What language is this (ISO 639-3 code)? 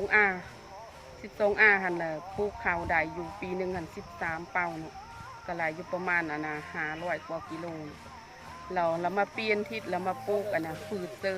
lao